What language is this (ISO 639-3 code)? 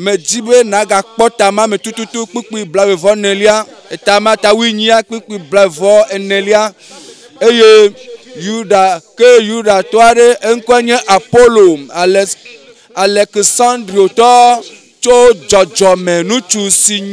ewe